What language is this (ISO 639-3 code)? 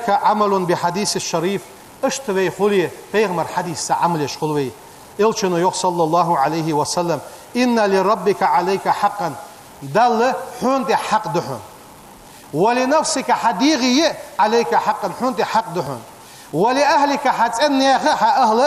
inh